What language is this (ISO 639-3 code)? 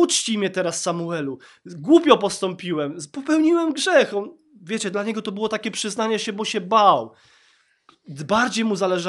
pol